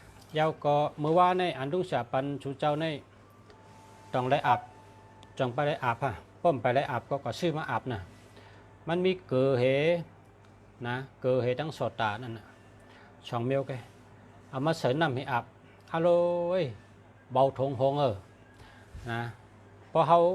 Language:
Shan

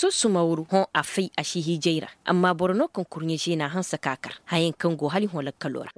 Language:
Koyraboro Senni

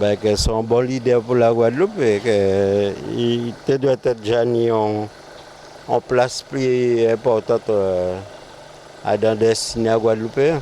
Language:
Guadeloupean Creole French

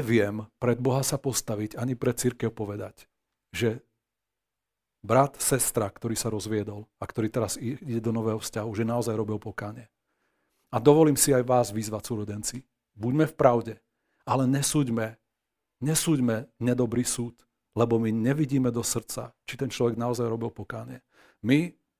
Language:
Slovak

